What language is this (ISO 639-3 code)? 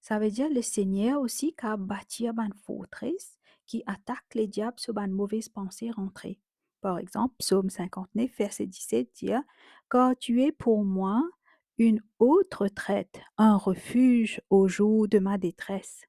mfe